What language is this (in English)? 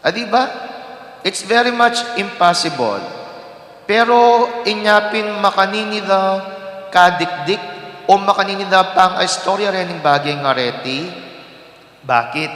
Pampanga